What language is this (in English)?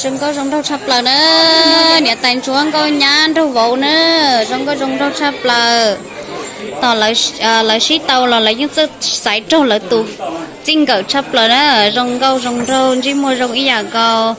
Hmong